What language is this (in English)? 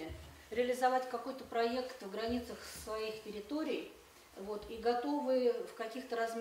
Russian